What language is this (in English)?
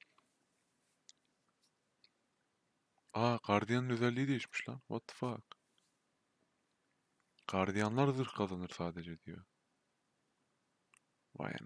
Turkish